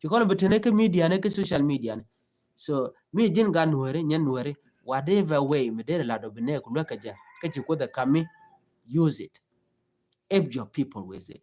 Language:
Nuer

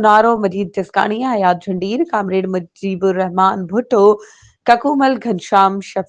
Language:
Sindhi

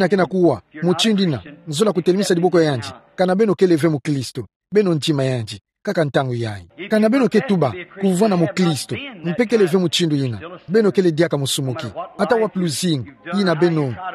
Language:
Kituba (Democratic Republic of Congo)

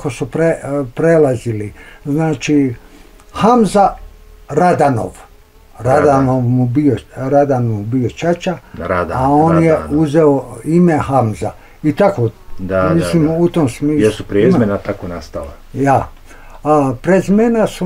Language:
Bosnian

